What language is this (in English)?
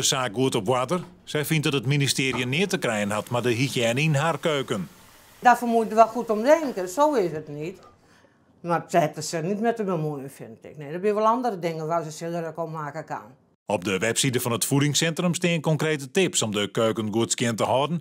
Western Frisian